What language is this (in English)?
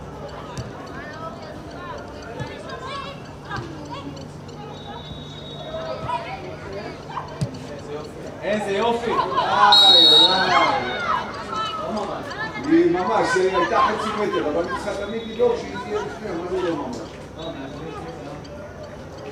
Hebrew